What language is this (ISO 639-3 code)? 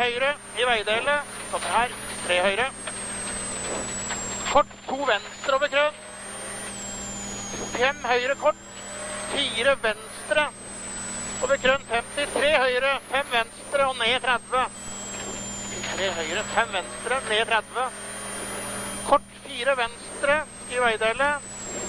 nor